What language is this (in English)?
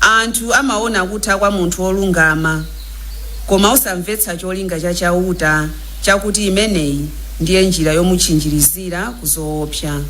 Nyanja